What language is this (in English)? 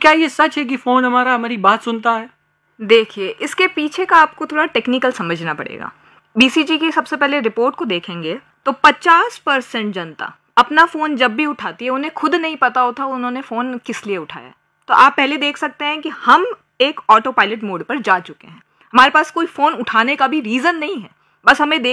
Hindi